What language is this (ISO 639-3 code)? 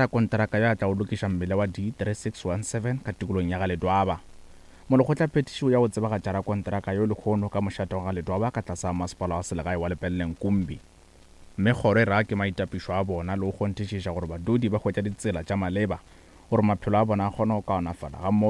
nso